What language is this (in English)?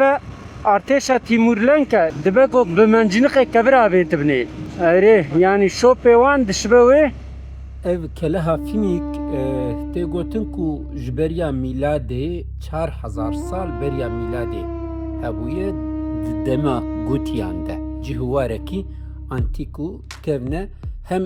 Kurdish